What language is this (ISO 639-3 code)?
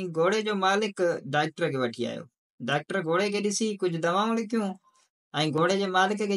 snd